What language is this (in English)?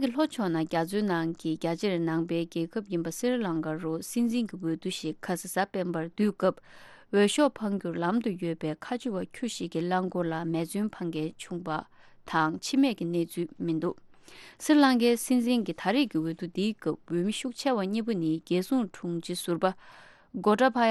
Tibetan